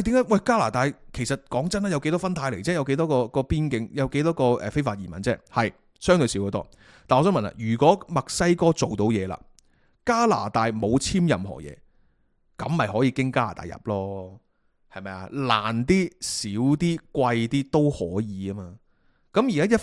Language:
Cantonese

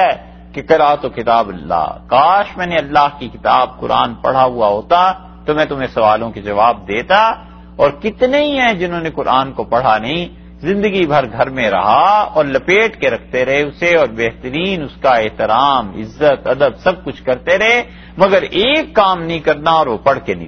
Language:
Urdu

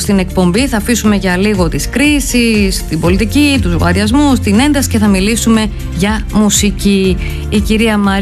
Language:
Greek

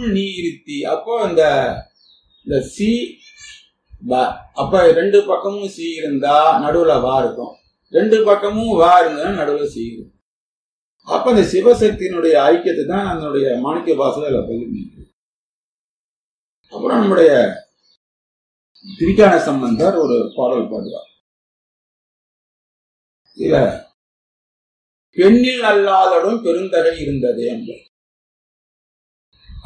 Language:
Tamil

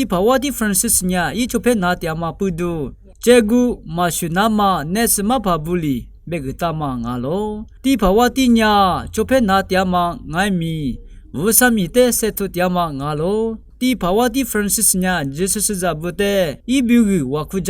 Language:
Lisu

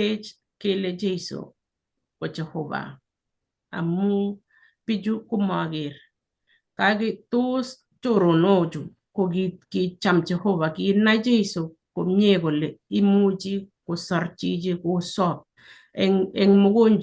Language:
Kalenjin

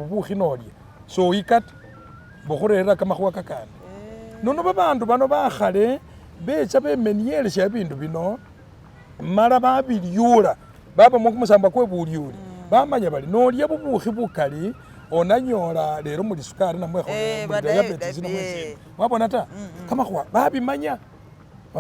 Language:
Masaaba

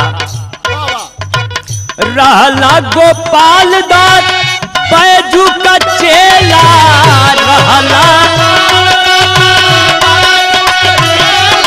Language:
Bhojpuri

